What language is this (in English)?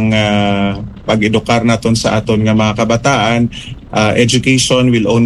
Hiligaynon